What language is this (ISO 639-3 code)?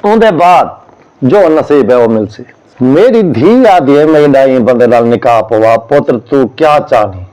skr